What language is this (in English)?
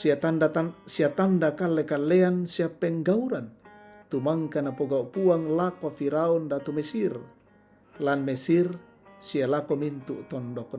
Toraja-Sa'dan